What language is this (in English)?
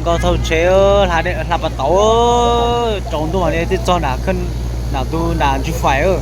Hmong